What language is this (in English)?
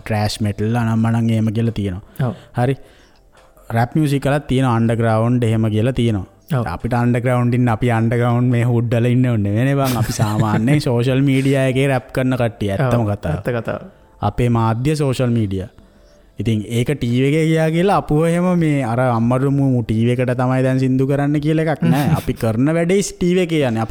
Sinhala